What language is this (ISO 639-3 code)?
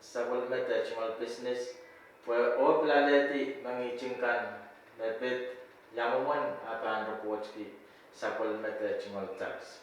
pon